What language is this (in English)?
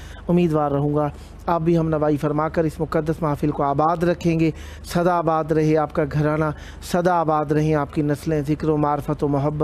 Urdu